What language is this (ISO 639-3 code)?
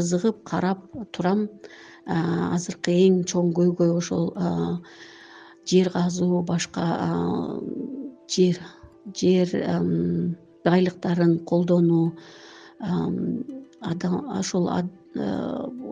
kir